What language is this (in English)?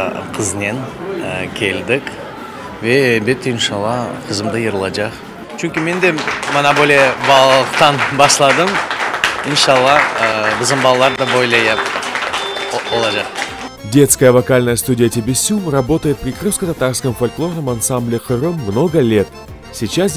Crimean Tatar